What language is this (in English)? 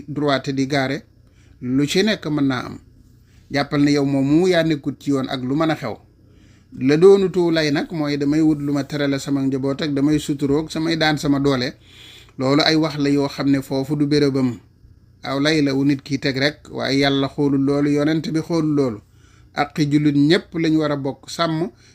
Wolof